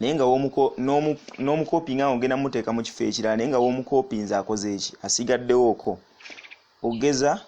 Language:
Ganda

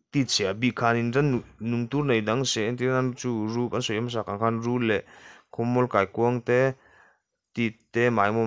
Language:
Mizo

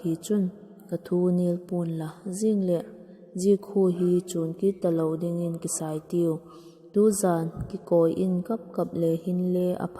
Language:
Vaiphei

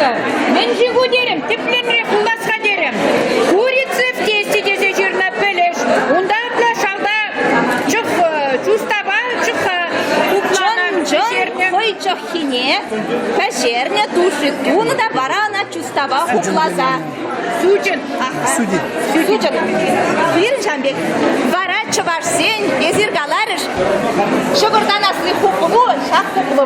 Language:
Chuvash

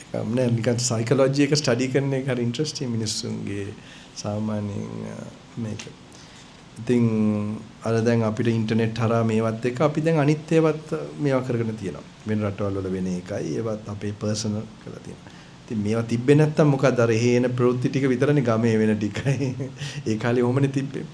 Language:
Sinhala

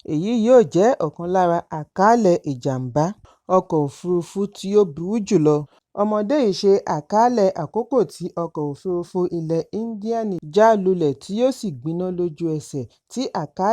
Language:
Yoruba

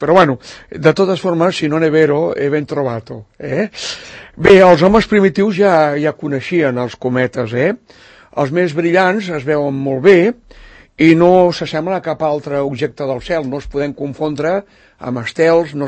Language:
Catalan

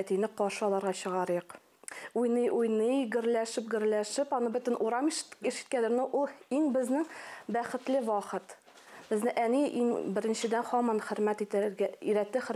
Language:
Tatar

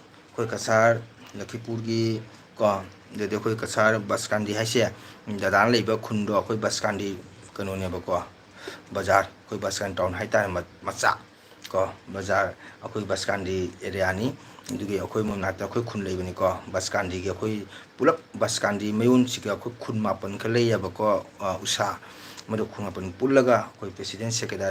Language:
Manipuri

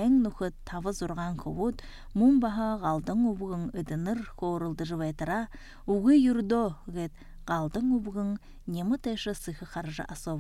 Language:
Buriat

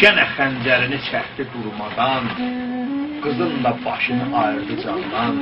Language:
South Azerbaijani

